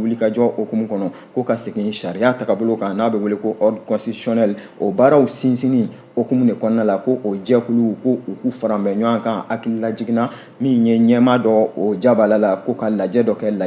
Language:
Bambara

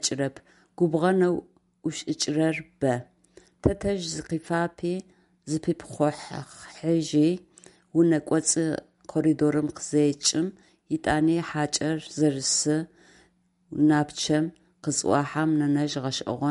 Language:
Adyghe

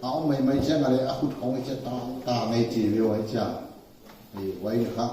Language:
Paite Chin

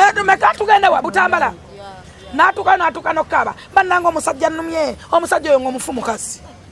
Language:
Ganda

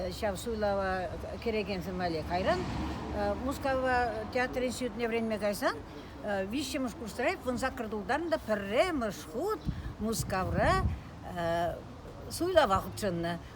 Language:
Chuvash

